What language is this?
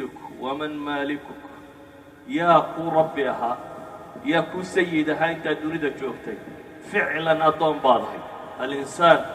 Somali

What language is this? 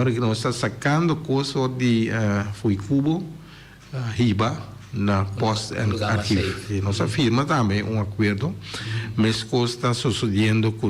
Papiamento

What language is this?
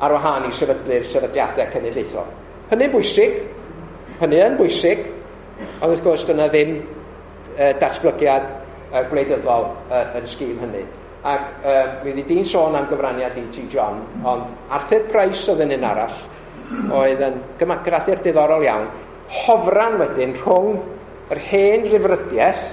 Welsh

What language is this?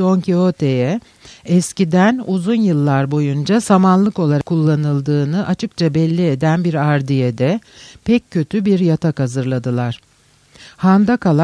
Turkish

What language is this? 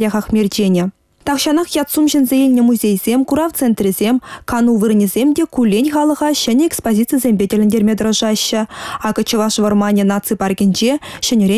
Chuvash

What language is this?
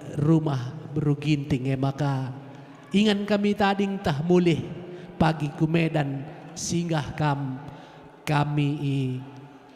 Batak Karo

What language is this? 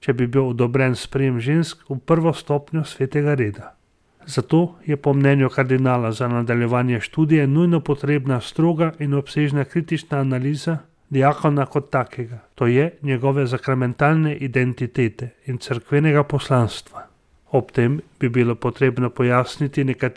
Slovenian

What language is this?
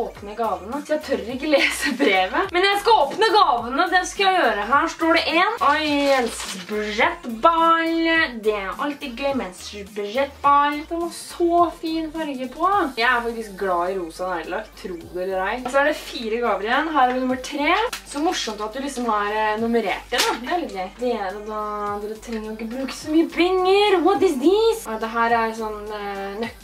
Norwegian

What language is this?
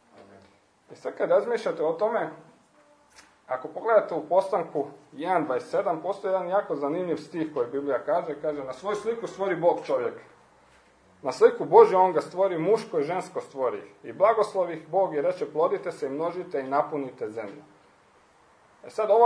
Croatian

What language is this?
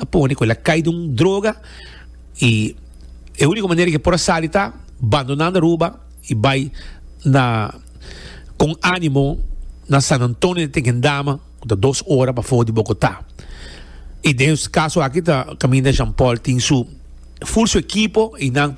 Papiamento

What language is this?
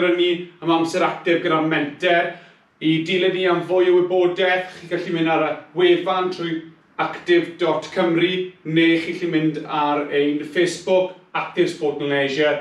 Welsh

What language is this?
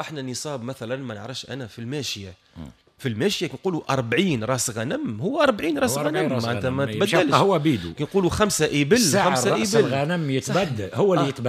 Tunisian Arabic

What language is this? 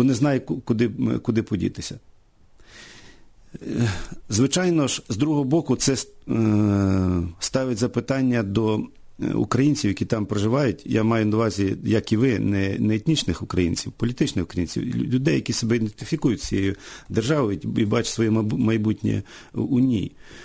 Ukrainian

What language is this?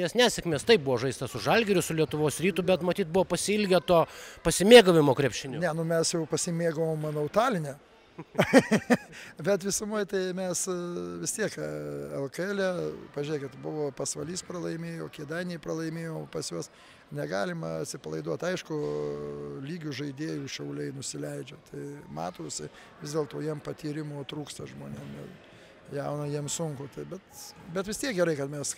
Lithuanian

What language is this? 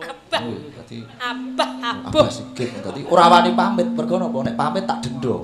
Javanese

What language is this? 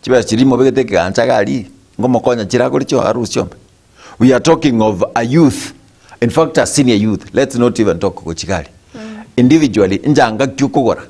Gusii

